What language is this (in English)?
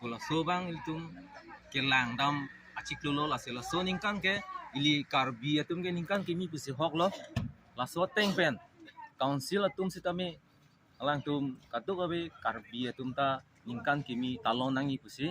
Karbi